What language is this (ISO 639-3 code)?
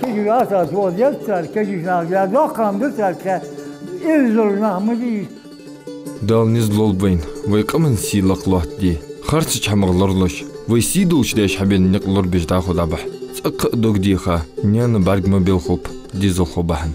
inh